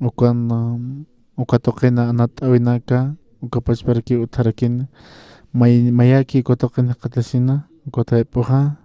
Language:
Aymara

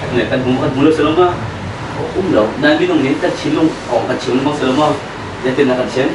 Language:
Hakha Chin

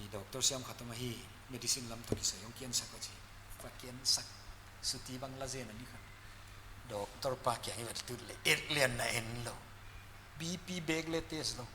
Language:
Paite Chin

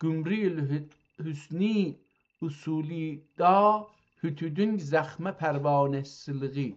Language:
South Azerbaijani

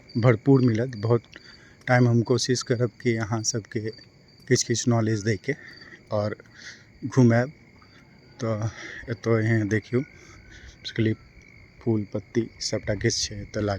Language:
Maithili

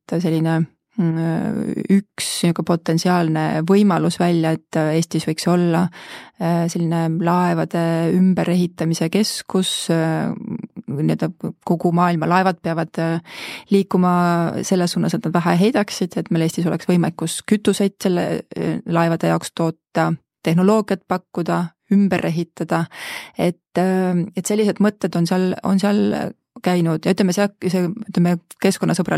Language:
Estonian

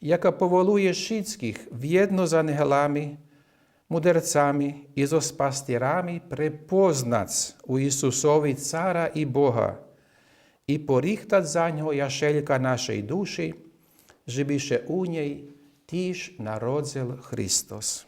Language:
Rusyn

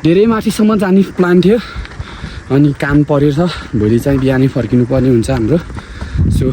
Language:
Nepali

